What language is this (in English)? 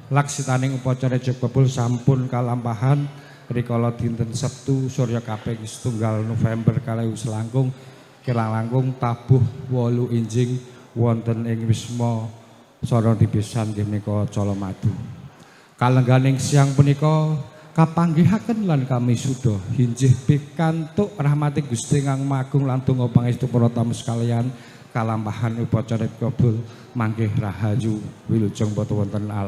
Javanese